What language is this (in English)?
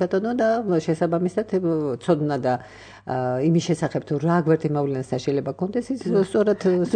Georgian